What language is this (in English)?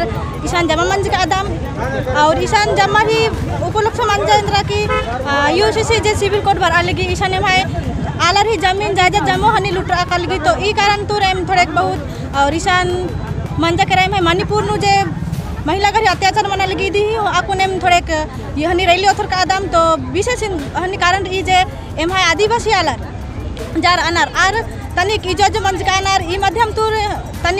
Sadri